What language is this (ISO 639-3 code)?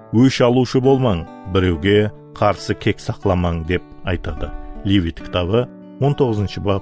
kaa